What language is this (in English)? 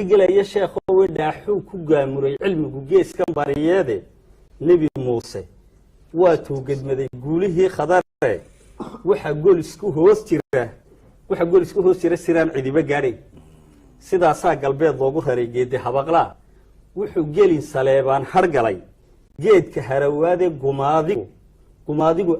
Somali